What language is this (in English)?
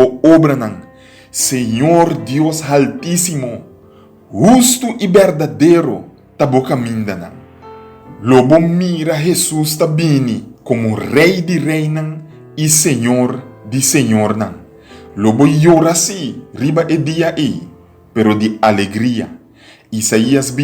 Papiamento